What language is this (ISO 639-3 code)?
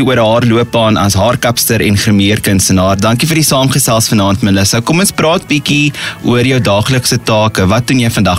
afr